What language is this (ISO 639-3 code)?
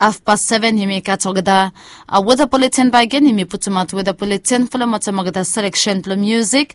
bis